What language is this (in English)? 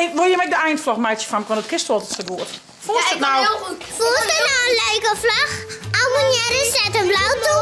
Western Frisian